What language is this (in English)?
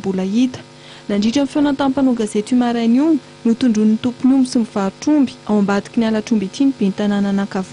Malagasy